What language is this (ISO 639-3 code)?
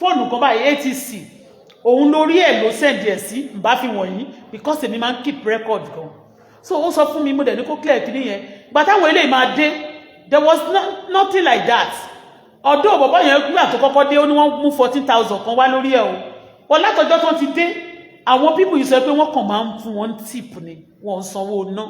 yor